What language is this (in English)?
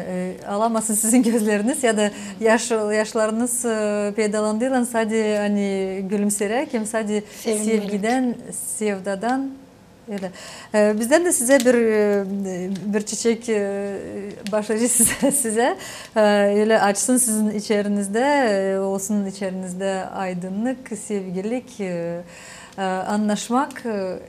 Gagauz